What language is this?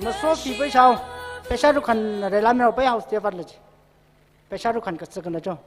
Tangkhul Naga (India)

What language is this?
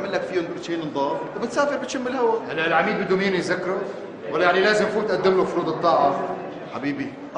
North Levantine Arabic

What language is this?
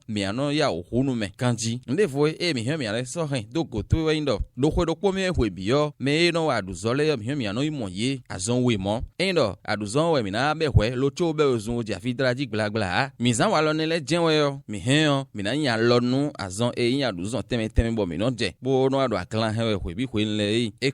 Fon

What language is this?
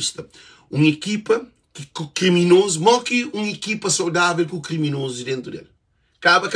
Kabuverdianu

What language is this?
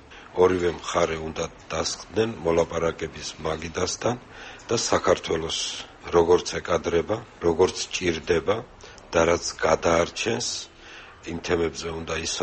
Georgian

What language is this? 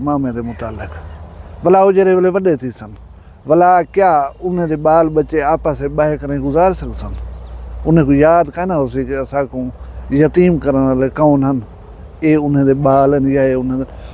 Saraiki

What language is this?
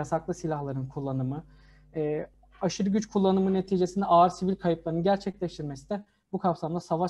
Turkish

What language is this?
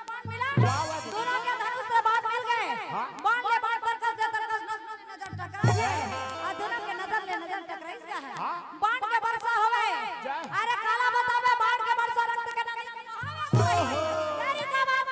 Chhattisgarhi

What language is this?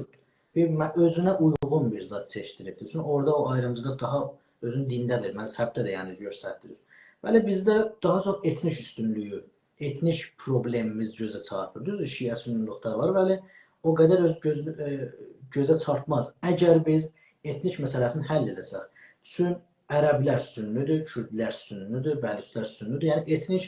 South Azerbaijani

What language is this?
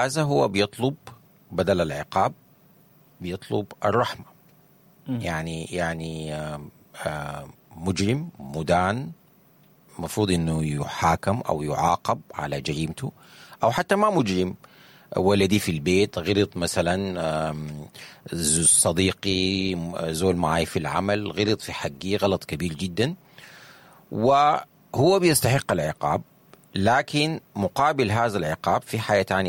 Sudanese Arabic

